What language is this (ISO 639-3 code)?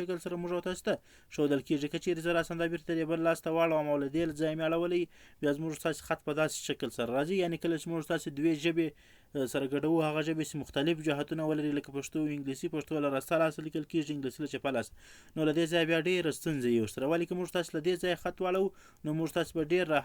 pus